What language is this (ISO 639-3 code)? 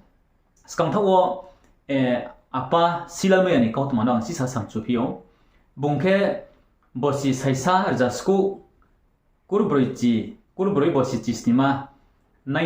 ria